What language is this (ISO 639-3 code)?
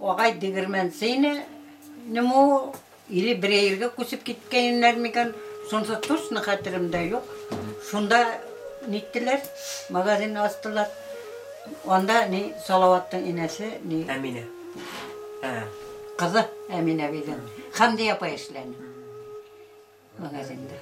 bak